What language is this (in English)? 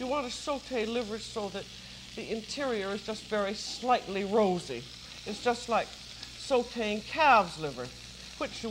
English